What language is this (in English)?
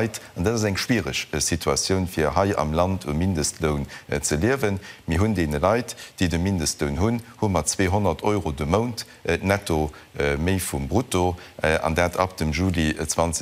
Luxembourgish